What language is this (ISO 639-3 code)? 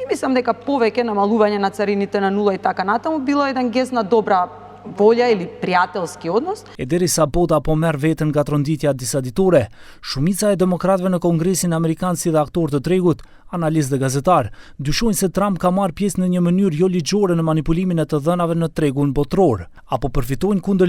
sqi